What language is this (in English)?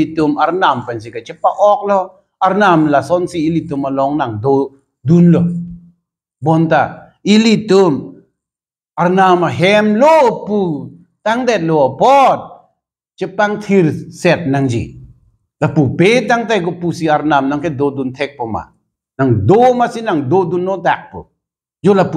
Karbi